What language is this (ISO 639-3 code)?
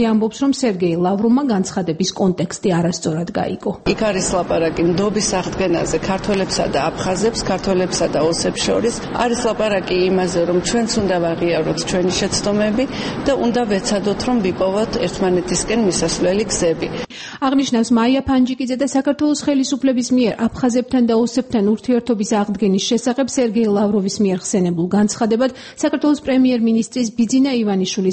kat